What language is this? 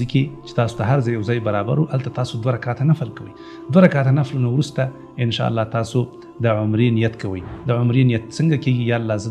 Pashto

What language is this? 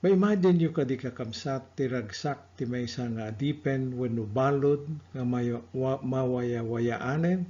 Iloko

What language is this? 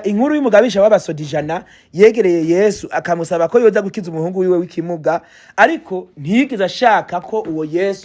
Rundi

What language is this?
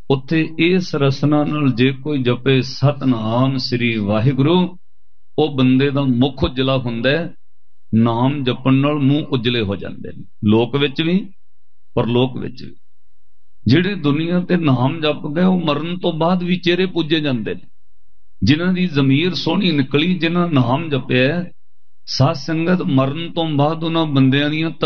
Punjabi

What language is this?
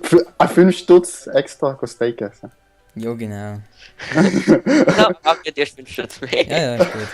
Swiss German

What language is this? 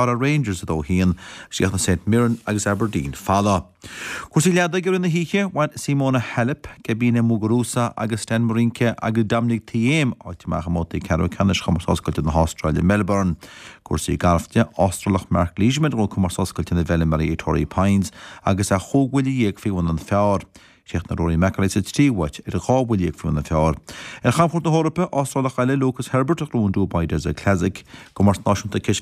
Irish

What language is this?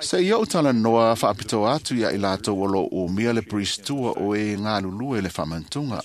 Samoan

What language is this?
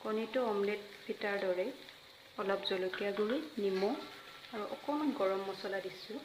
Assamese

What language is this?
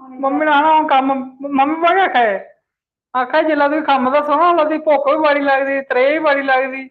Dogri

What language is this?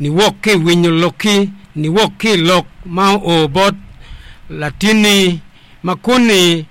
Acoli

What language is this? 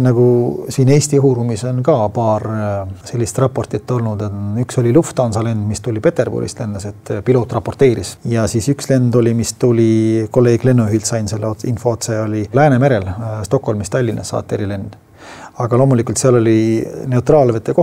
Estonian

